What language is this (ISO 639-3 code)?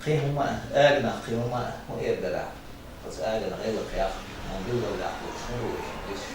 che